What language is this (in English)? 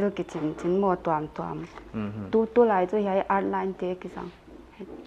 Paite Chin